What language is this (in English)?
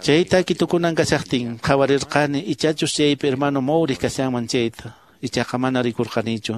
Quechua